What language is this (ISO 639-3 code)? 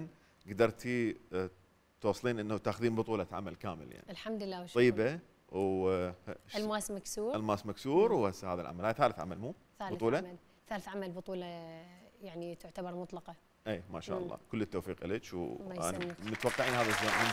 acm